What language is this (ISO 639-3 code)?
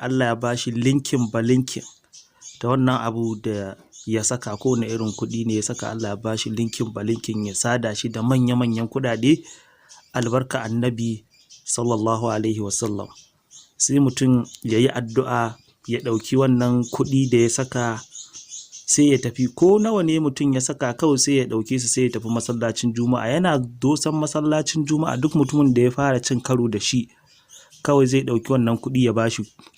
hau